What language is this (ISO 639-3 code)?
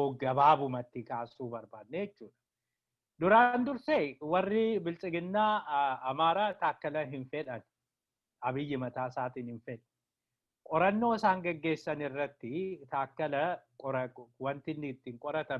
orm